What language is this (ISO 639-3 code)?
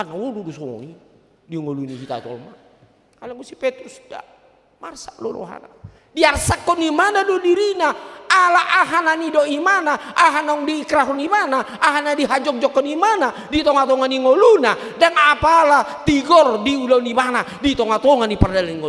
bbc